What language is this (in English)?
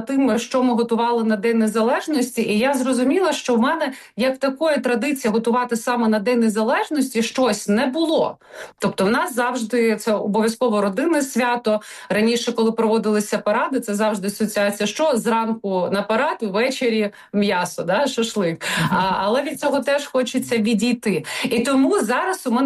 Ukrainian